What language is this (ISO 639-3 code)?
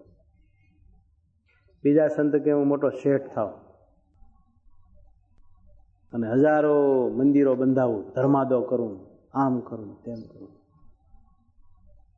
guj